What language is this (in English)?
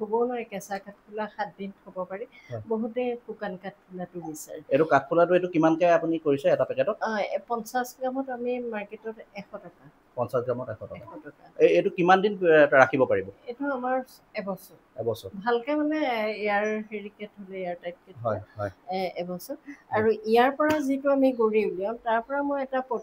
Assamese